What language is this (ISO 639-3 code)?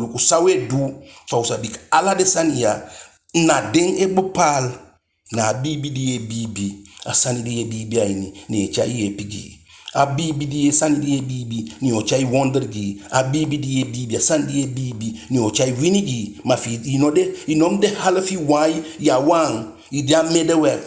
djk